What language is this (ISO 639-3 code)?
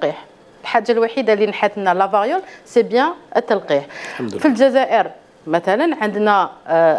arq